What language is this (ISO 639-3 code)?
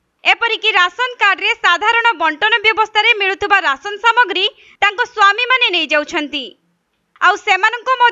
ori